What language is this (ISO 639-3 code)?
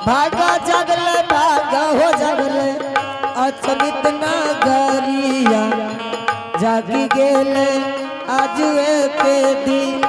anp